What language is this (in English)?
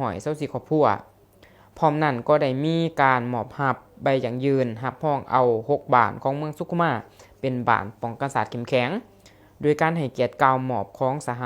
Lao